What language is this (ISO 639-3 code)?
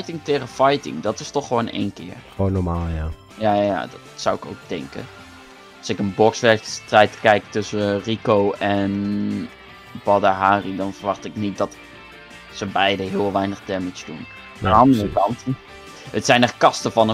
nld